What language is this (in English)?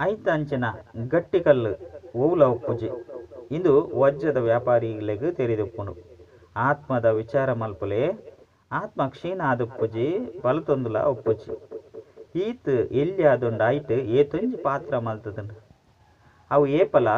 Tulu